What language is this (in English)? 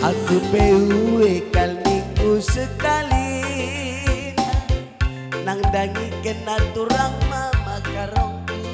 Batak Karo